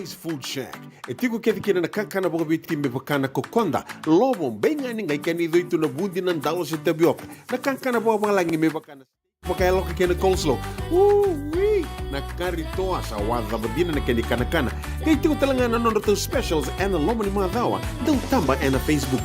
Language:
Fijian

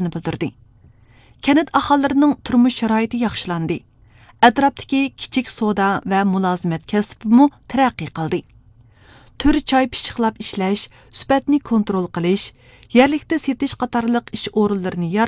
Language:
Uyghur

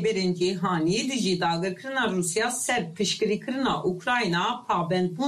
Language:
Kurdish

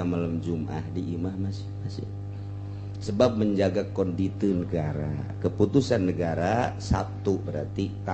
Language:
Sundanese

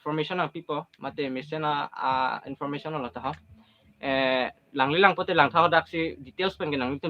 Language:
Karbi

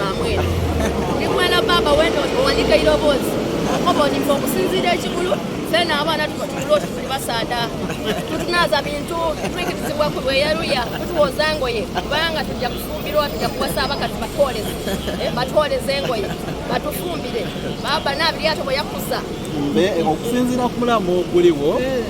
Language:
Soga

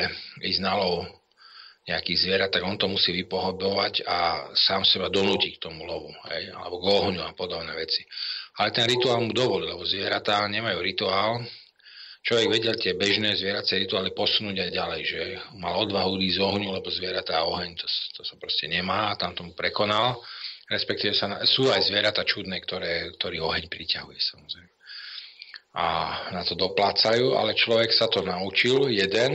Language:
Slovak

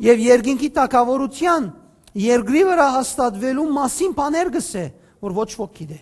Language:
Western Armenian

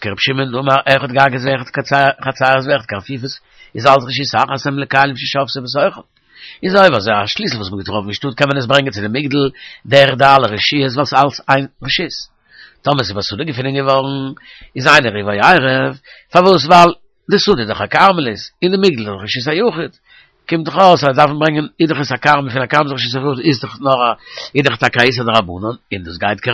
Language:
Yiddish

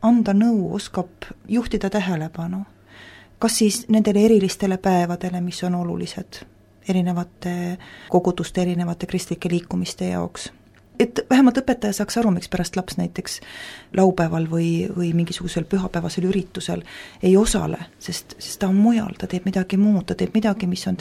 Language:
Estonian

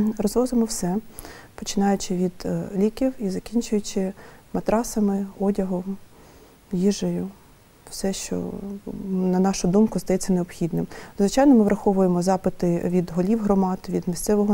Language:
Ukrainian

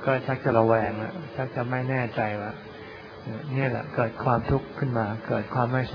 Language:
Thai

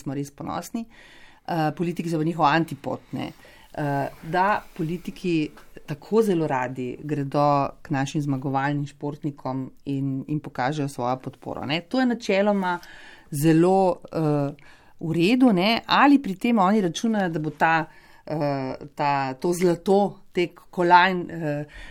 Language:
Slovenian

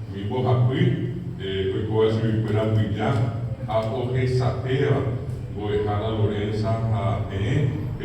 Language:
Guarani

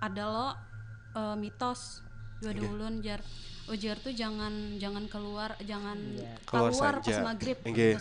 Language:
Banjar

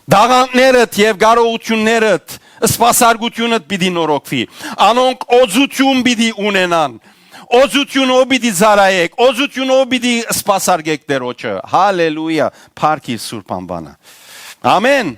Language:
Western Armenian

